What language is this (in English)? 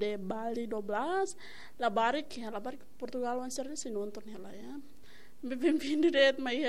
Tetum